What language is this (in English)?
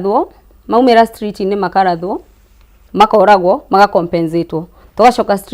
Kikuyu